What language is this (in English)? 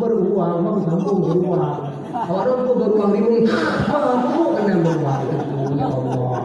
Achinese